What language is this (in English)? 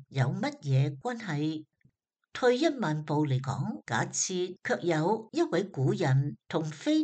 Cantonese